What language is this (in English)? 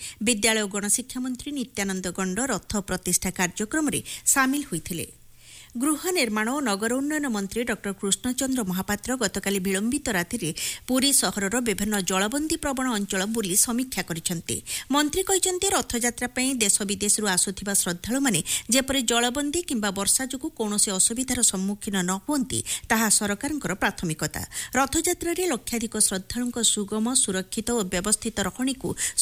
Odia